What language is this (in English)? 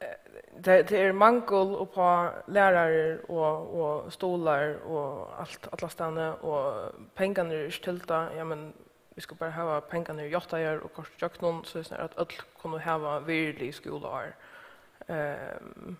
Faroese